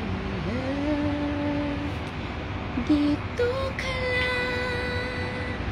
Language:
Filipino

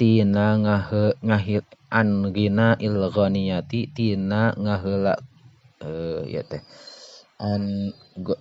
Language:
Sundanese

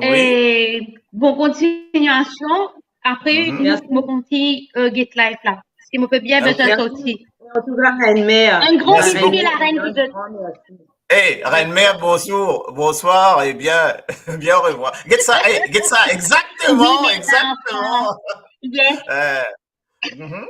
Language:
Morisyen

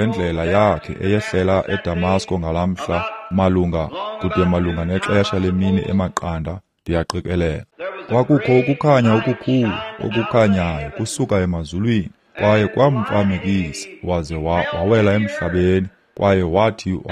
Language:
Xhosa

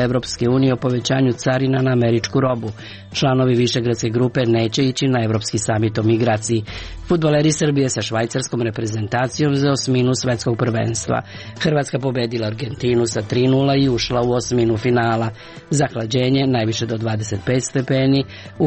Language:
Serbian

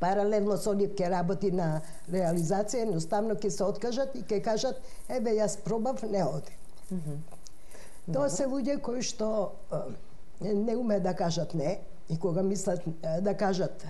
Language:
Macedonian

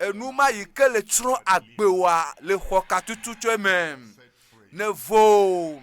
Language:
Ewe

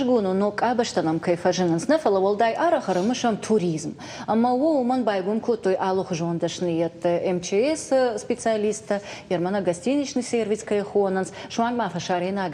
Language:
Ossetic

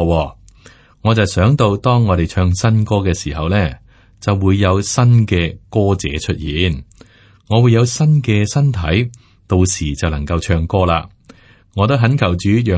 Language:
Cantonese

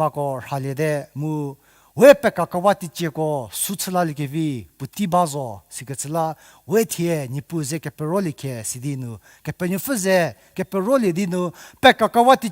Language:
Angami Naga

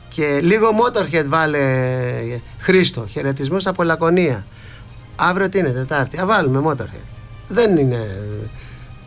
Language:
Greek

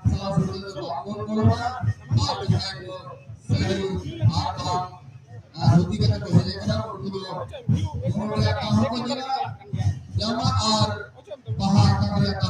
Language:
Santali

